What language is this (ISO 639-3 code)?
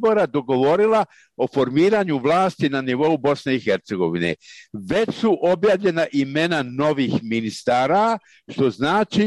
bos